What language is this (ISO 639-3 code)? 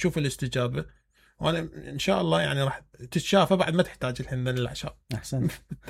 acm